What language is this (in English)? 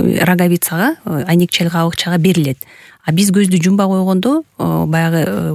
Kyrgyz